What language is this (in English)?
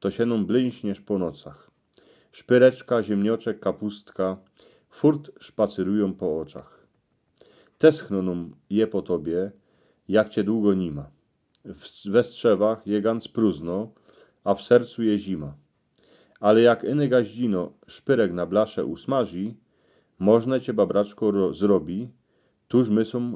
Silesian